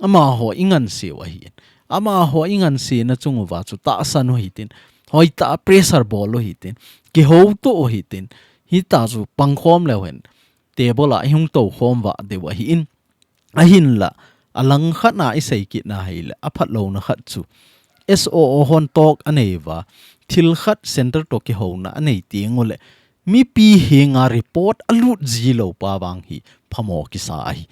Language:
Thado Chin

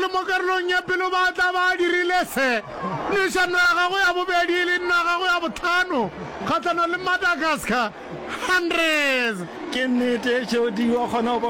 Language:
Northern Sotho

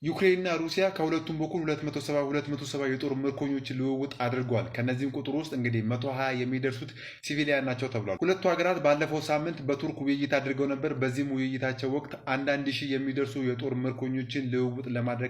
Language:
Amharic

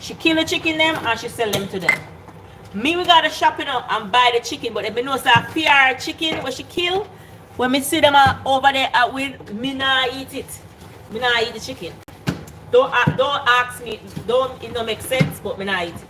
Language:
Jamaican Creole English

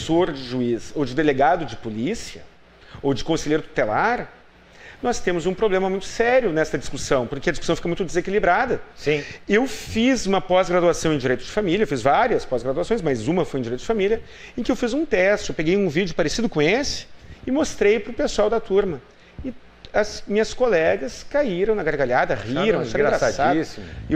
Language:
Portuguese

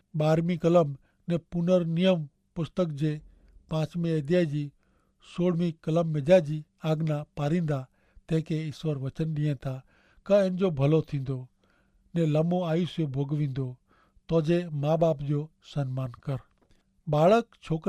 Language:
Kachhi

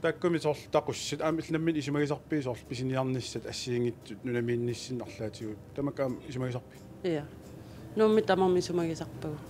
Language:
Kalaallisut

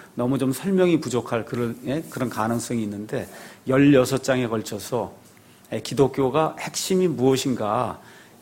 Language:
Korean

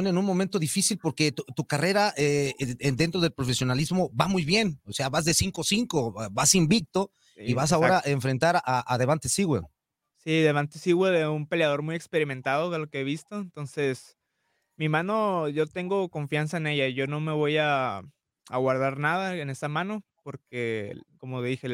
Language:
Spanish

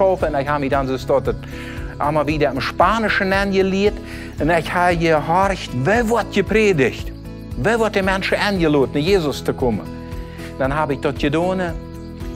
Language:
Plautdietsch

